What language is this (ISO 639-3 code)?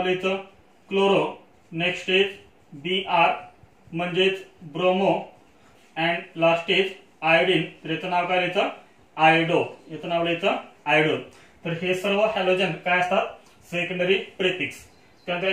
mar